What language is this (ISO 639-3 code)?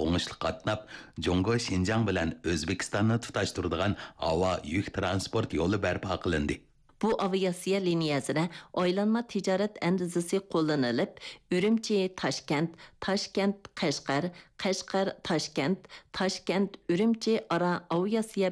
uig